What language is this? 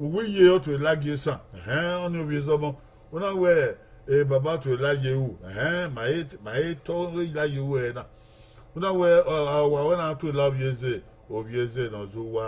Bini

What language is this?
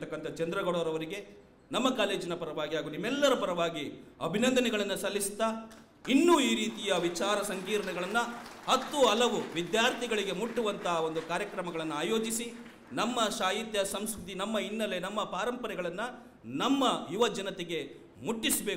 Kannada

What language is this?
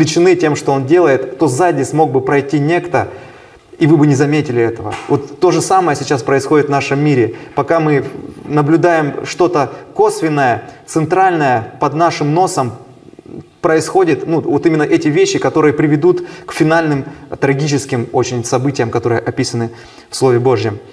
Russian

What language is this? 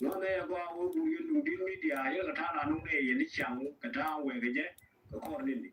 Nuer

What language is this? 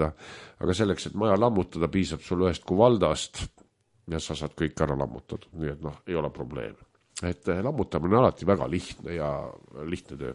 Estonian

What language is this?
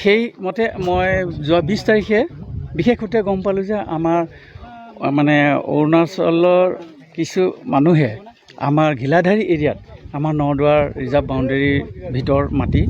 Assamese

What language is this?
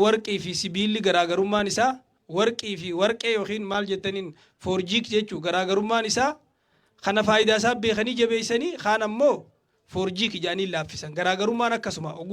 Oromo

